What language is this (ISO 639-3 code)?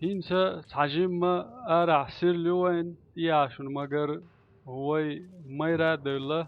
che